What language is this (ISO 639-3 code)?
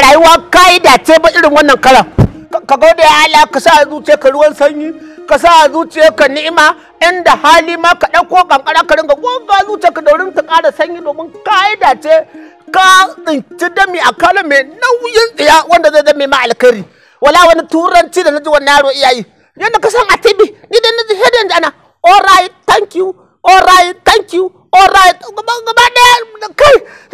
hau